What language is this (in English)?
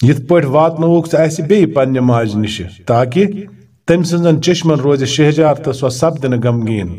Kashmiri